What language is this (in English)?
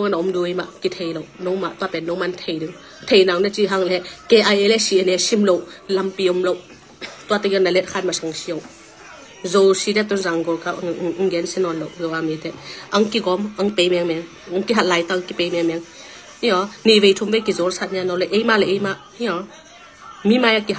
Tedim Chin